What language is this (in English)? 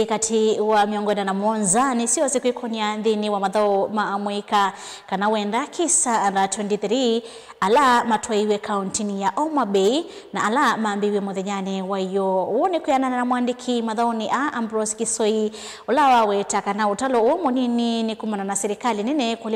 Kamba